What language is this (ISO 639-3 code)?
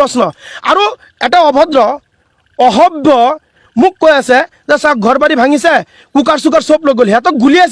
asm